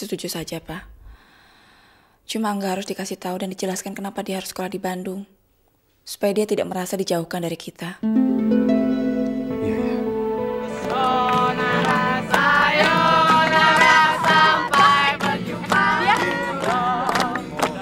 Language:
Indonesian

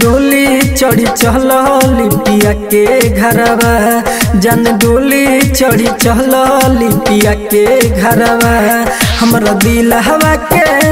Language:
Bhojpuri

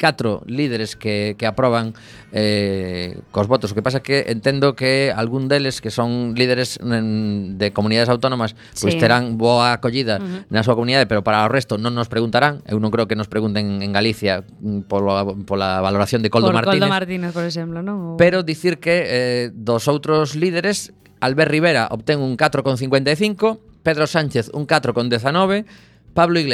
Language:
Galician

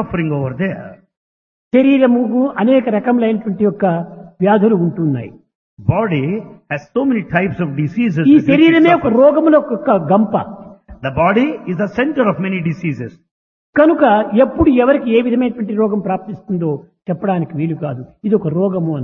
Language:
Telugu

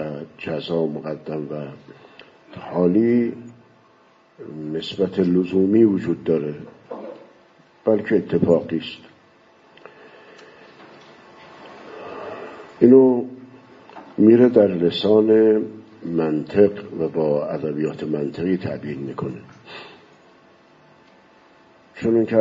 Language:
Persian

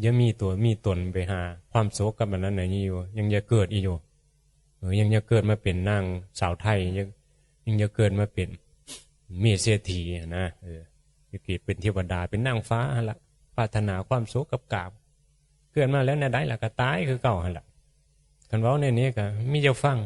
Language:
Northeastern Thai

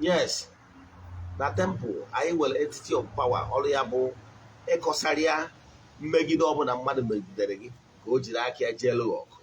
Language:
Igbo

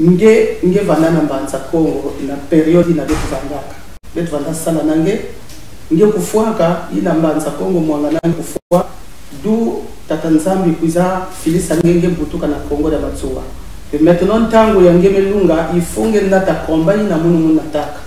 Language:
Kituba (Congo)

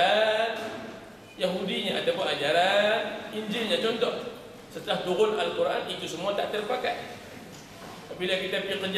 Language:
Malay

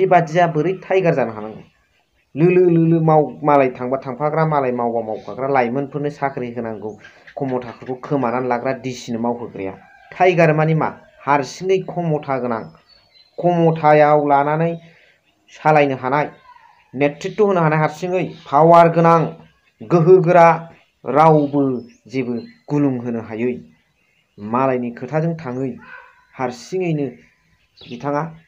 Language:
Bodo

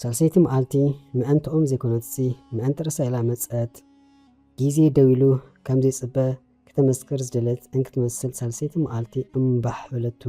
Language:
Tigrinya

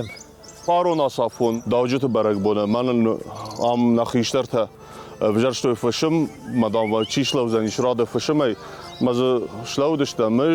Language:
Ossetic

